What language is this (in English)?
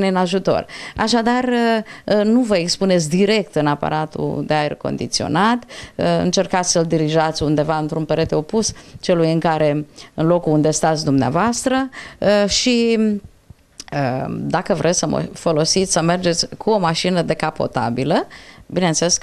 Romanian